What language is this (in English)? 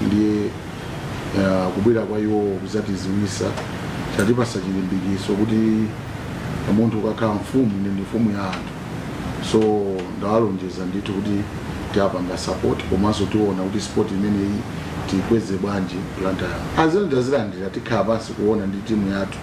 Nyanja